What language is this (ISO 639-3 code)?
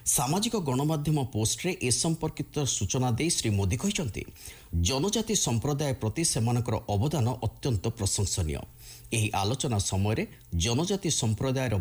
ori